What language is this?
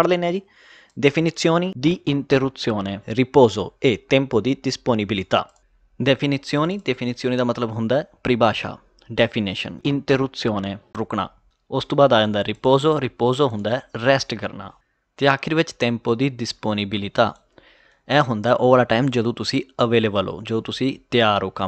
Punjabi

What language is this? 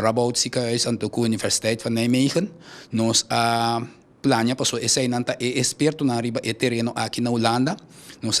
Papiamento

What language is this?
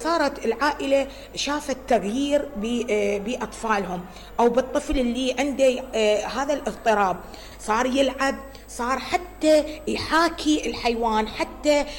Mesopotamian Arabic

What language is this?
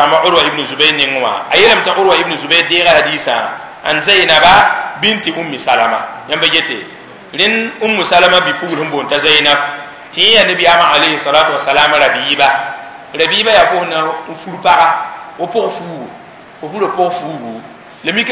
Mossi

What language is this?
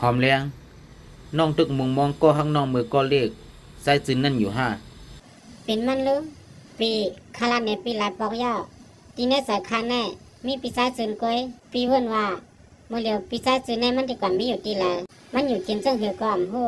Shan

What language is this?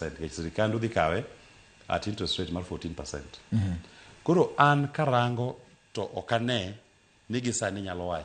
Luo (Kenya and Tanzania)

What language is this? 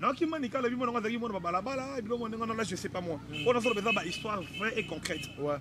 Lingala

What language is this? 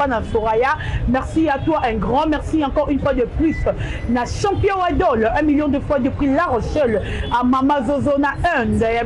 Lingala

